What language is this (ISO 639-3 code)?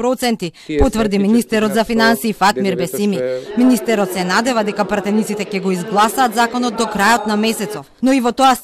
mkd